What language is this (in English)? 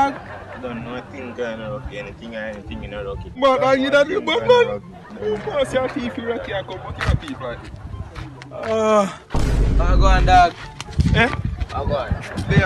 Jamaican Creole English